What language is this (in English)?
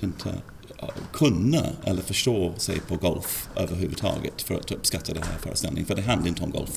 Swedish